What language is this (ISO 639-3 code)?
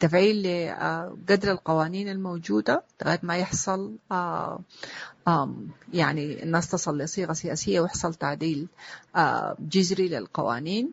apd